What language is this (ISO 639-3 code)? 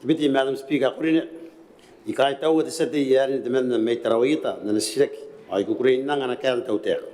gil